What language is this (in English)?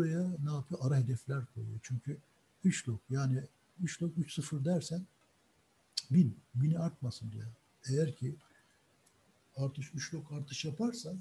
Turkish